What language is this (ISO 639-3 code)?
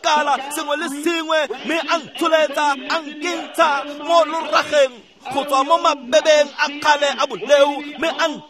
tsn